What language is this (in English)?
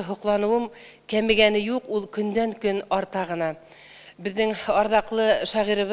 Bashkir